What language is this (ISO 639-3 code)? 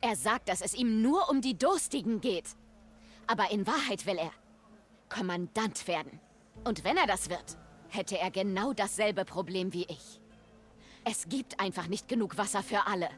bar